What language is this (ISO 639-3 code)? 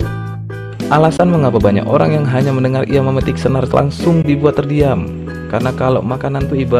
ind